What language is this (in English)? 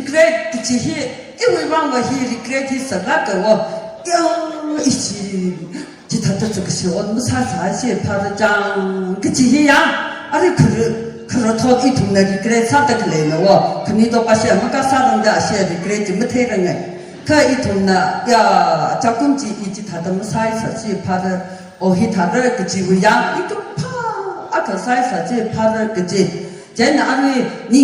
Tangkhul Naga (India)